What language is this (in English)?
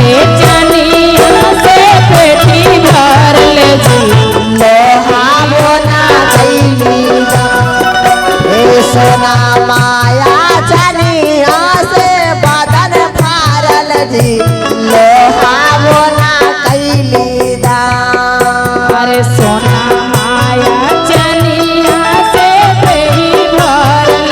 Magahi